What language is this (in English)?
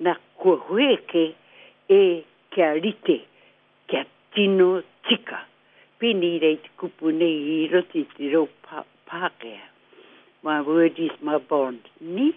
Māori